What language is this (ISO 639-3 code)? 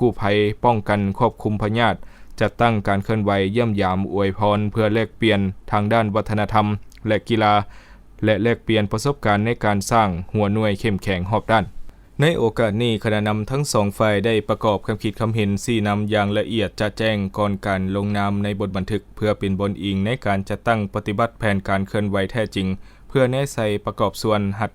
lao